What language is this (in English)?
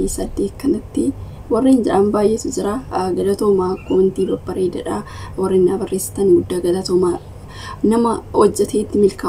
Oromo